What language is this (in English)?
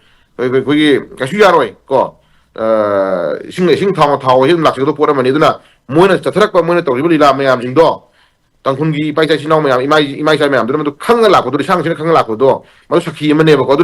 Manipuri